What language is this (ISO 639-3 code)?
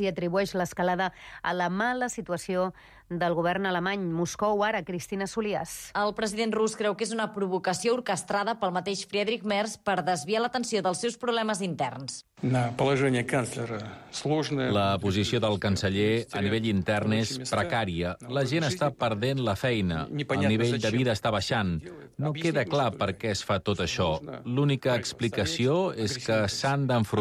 cat